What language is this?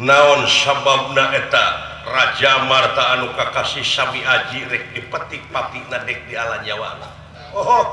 Sundanese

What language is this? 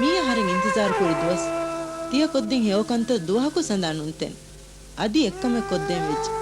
Divehi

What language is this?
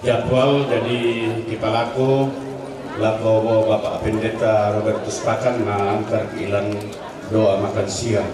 Toraja-Sa'dan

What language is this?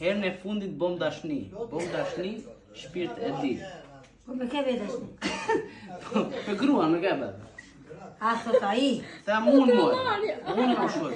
Albanian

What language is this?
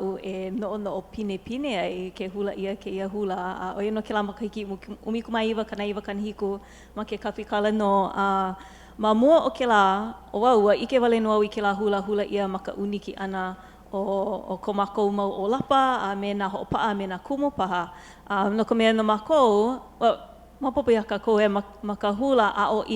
Hawaiian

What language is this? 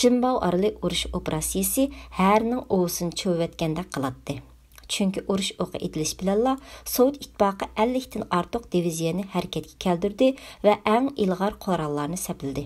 Uyghur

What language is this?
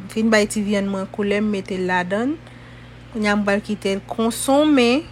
Haitian Creole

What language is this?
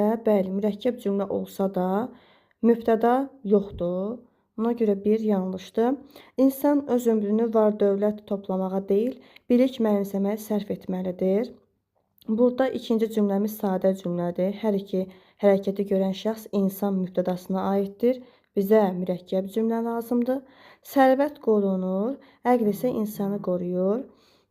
Azerbaijani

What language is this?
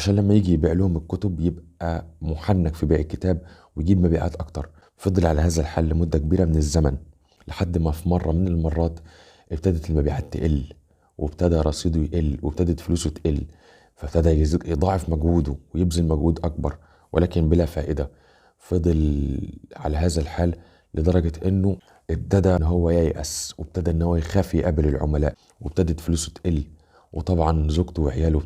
Egyptian Arabic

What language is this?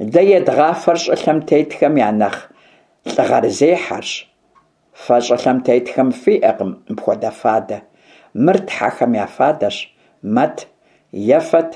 Kabardian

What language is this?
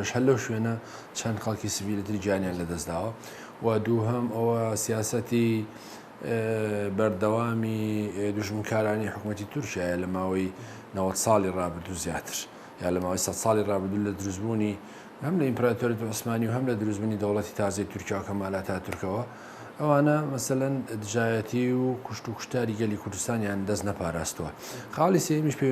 Central Kurdish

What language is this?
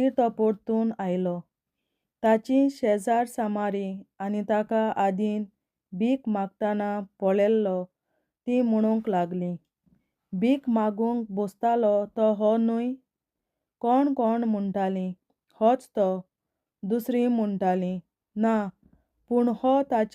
Konkani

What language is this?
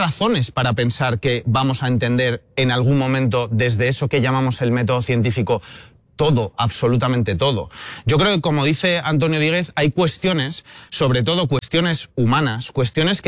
Spanish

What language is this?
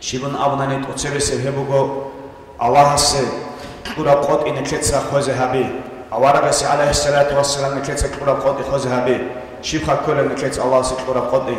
Avaric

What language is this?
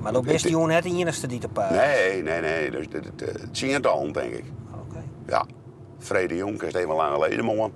Western Frisian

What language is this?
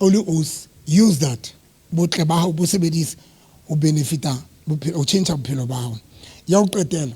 Southern Sotho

